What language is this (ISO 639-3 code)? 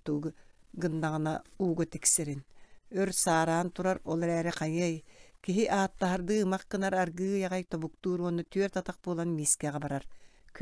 sah